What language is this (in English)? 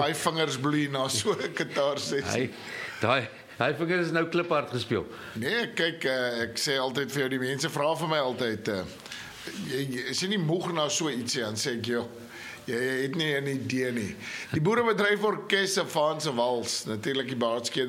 Afrikaans